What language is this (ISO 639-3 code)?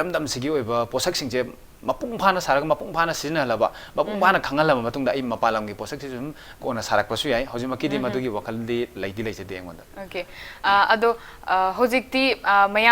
mni